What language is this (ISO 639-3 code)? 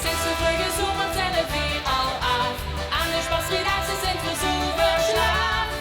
lim